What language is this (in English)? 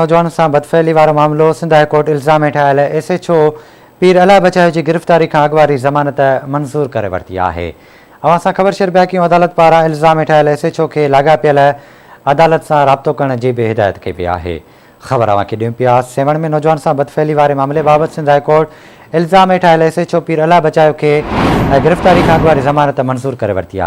Sindhi